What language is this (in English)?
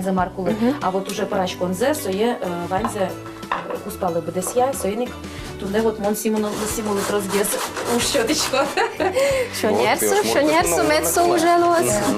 Udmurt